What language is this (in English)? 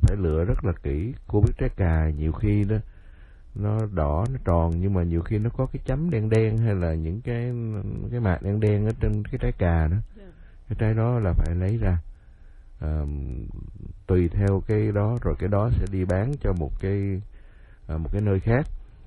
Vietnamese